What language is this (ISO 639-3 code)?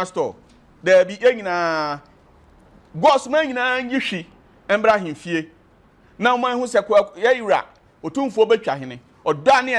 aka